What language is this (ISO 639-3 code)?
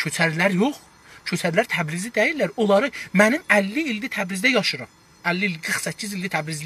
azb